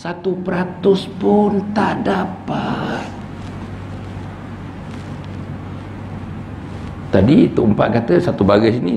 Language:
Malay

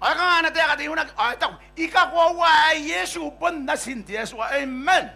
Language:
Gilbertese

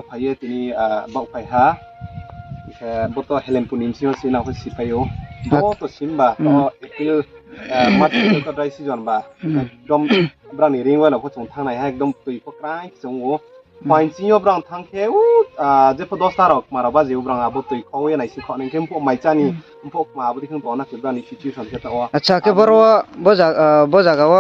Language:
Riang (India)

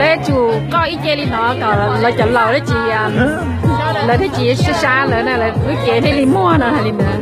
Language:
Hmong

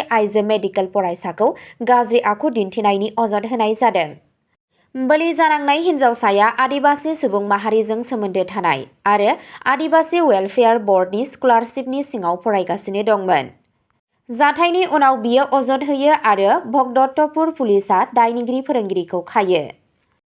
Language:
Bodo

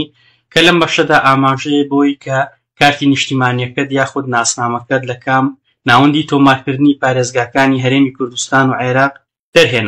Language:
Central Kurdish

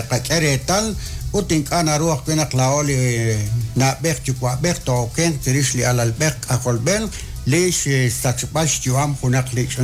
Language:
Kekchí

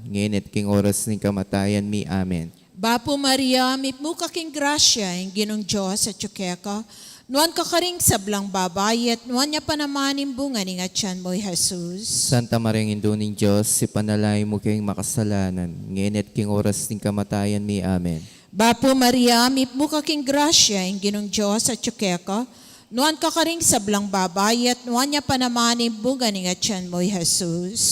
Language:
Pampanga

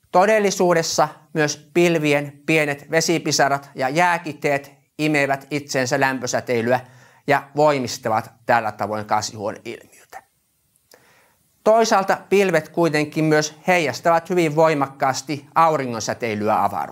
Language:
Finnish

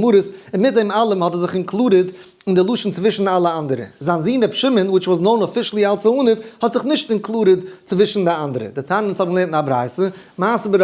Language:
Yiddish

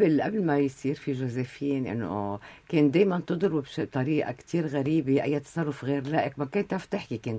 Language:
North Levantine Arabic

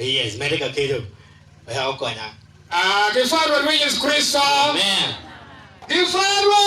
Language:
Acoli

